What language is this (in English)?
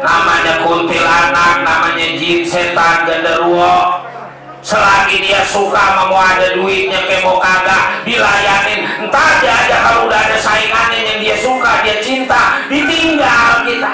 Betawi